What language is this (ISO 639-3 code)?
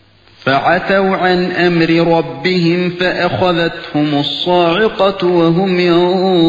uig